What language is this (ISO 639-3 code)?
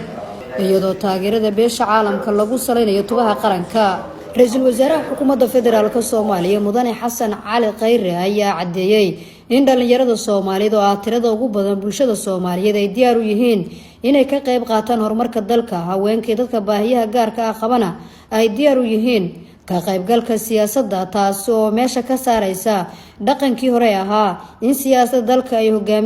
som